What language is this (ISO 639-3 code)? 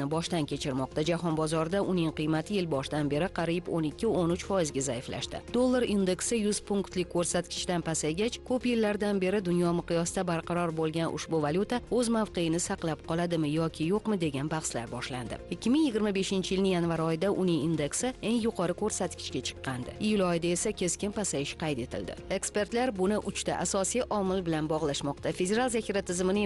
uzb